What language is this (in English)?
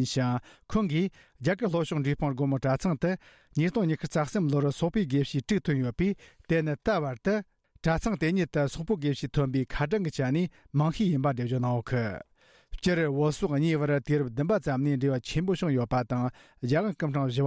Tibetan